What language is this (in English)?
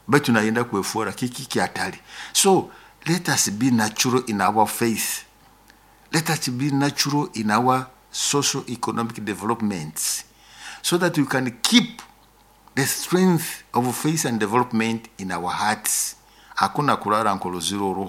Nyoro